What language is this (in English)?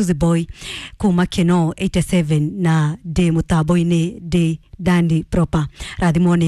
Kikuyu